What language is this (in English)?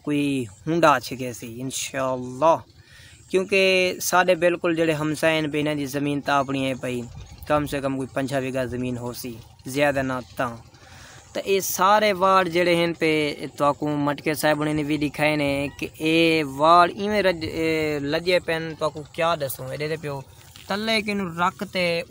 Saraiki